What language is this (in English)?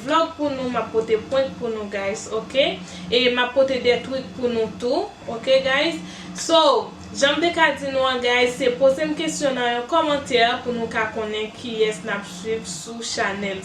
Haitian Creole